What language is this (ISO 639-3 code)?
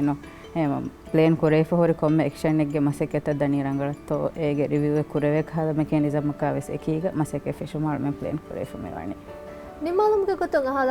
div